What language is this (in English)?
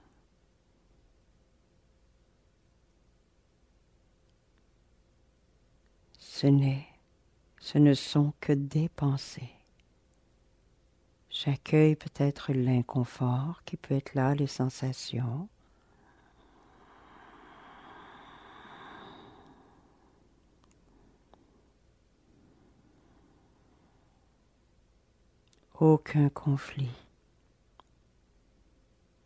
French